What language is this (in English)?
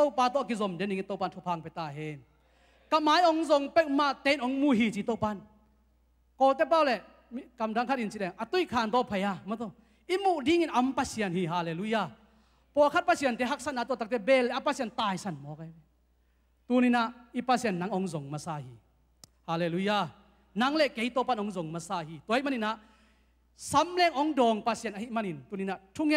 Tedim Chin